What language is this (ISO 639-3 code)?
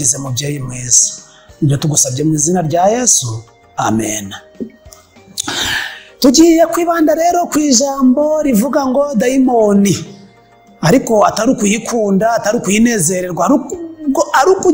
kin